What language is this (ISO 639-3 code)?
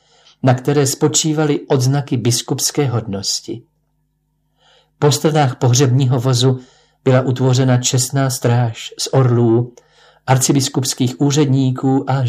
ces